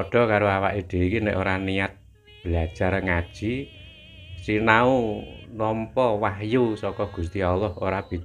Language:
Javanese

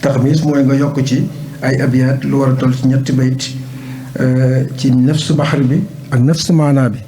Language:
Wolof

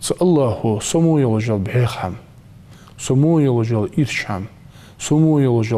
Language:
Ingush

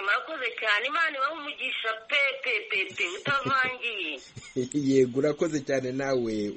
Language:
Kinyarwanda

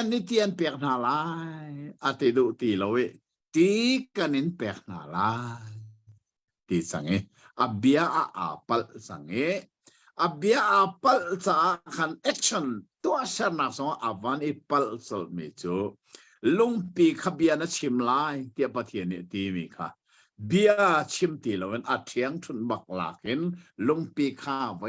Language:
Hakha Chin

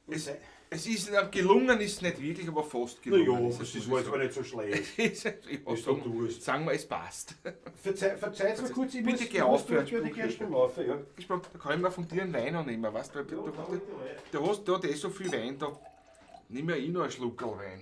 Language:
Bavarian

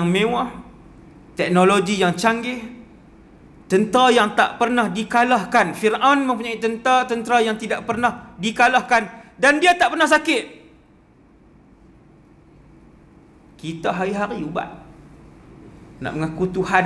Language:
Malay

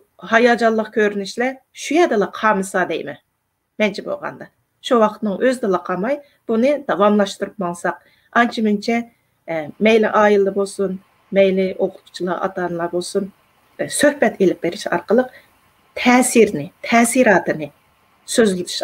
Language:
Uyghur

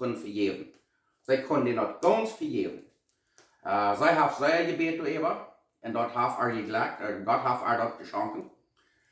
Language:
Plautdietsch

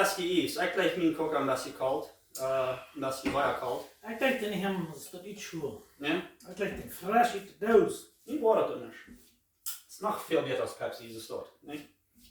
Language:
Plautdietsch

